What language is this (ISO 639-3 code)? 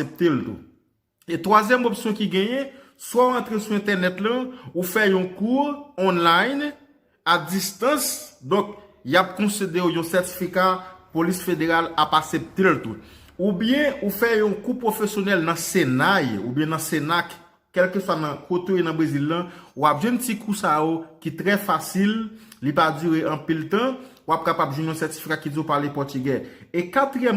hat